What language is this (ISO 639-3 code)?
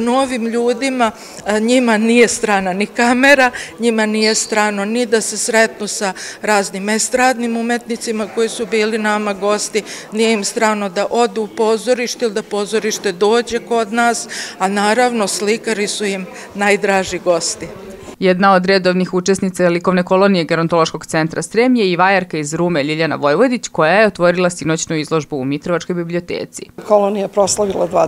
srp